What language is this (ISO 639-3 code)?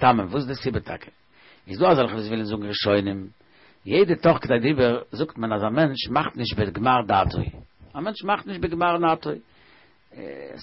yid